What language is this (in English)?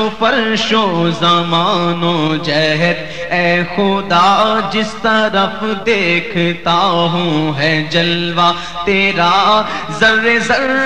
Urdu